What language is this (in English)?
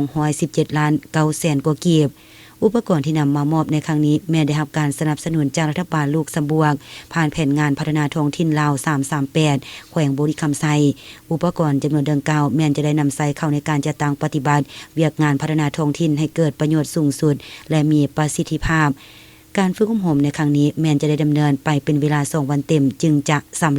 Lao